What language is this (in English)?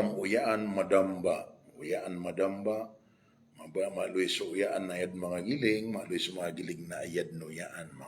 Maranao